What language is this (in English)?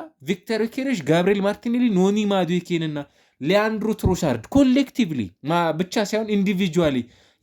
Amharic